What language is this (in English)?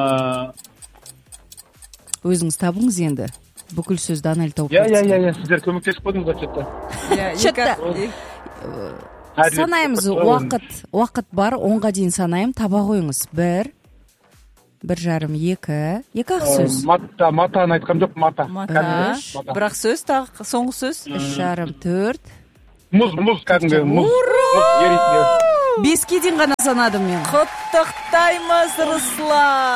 Kazakh